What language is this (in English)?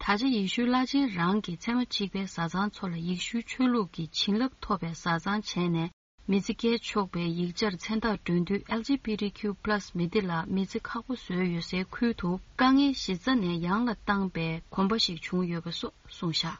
Tibetan